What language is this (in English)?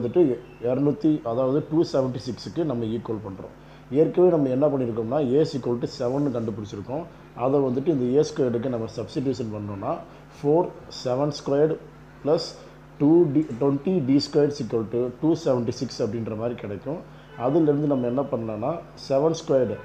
Tamil